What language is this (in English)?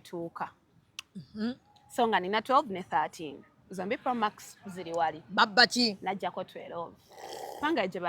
Ganda